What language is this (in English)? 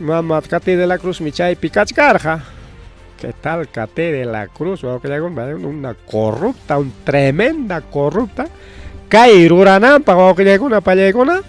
Ayacucho Quechua